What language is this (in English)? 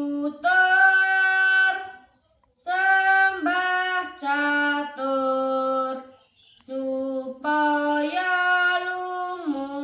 Javanese